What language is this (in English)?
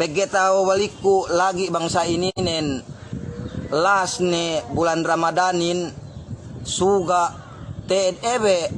Yakan